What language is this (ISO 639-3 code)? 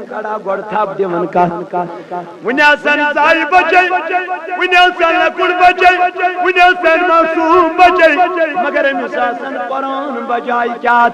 kas